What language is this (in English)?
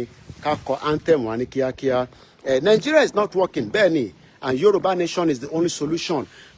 Yoruba